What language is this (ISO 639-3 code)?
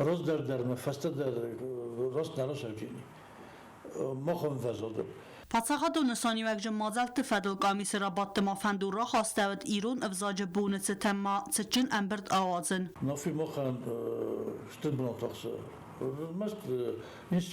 oss